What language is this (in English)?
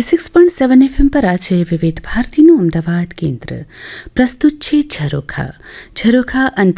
Gujarati